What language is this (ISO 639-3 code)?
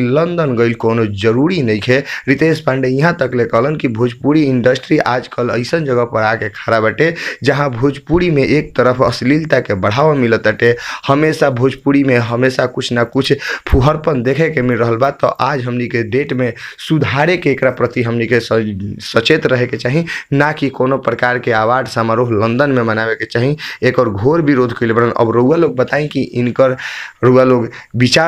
bho